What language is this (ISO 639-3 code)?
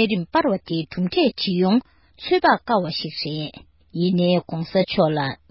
bod